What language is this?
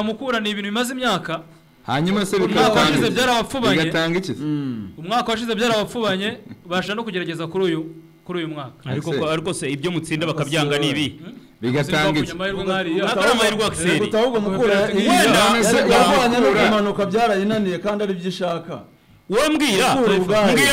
Kinyarwanda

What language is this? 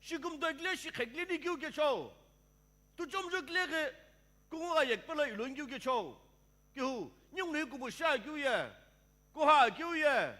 Sumi Naga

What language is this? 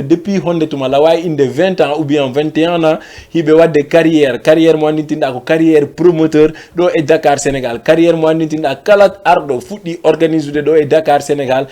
Fula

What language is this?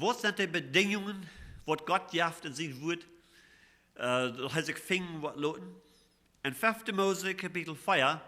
Plautdietsch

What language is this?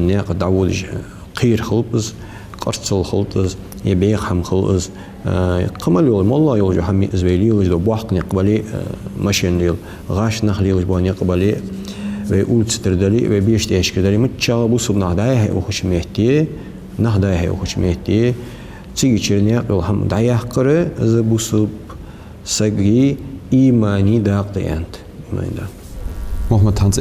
Ingush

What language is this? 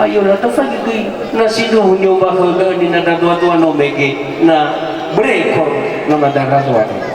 Nias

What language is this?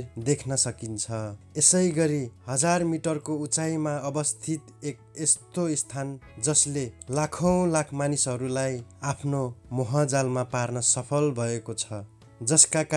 Nepali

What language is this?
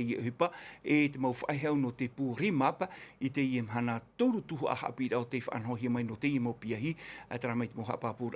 Tahitian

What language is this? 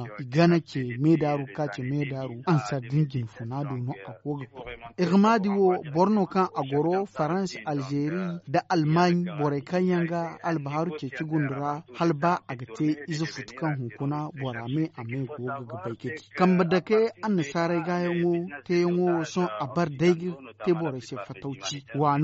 Zarma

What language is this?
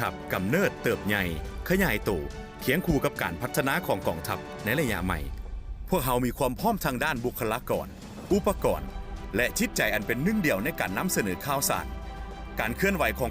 Lao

